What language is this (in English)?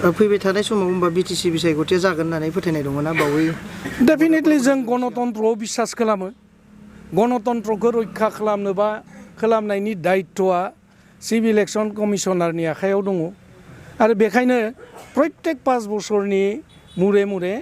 Bodo